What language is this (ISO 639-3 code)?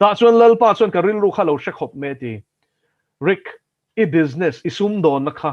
lus